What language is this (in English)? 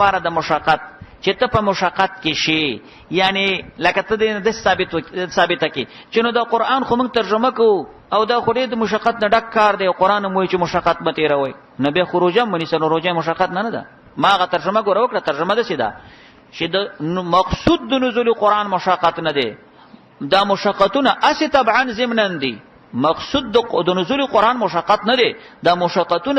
Pashto